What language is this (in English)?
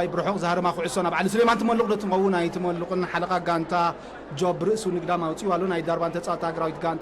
Tigrinya